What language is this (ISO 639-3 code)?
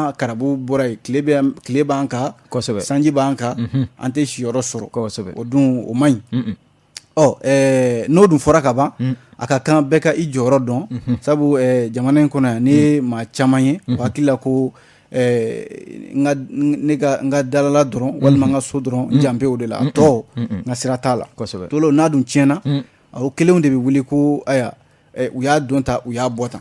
bam